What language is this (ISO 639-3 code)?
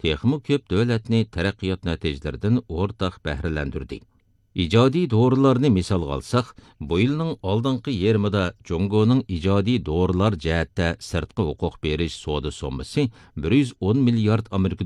uig